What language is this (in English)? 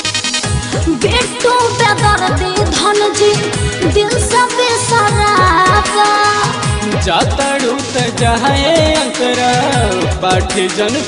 Bhojpuri